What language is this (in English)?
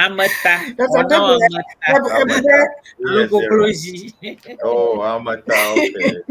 Ewe